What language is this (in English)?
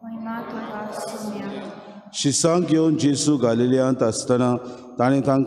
Konkani